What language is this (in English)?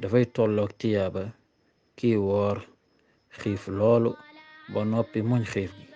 Wolof